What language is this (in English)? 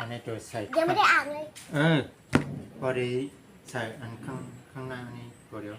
Shan